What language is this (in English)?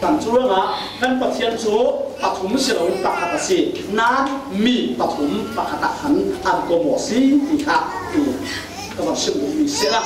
Falam Chin